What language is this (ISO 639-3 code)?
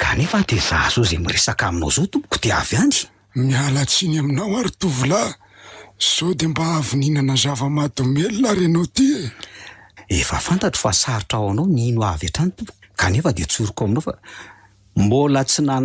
mlg